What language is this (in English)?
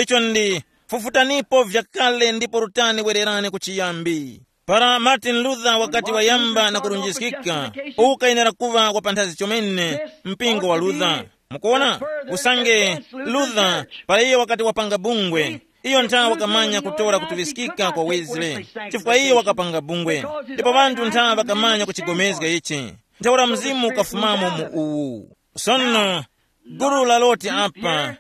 Tumbuka